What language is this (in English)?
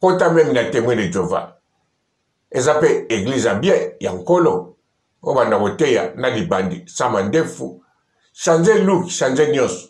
Lingala